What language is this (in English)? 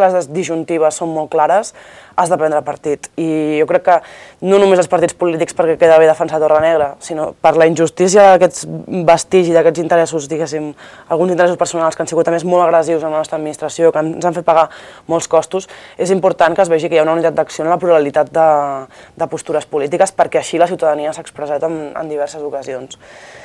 Catalan